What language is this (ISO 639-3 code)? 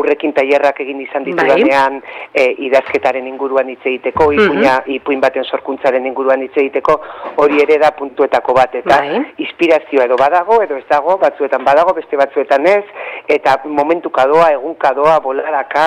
eus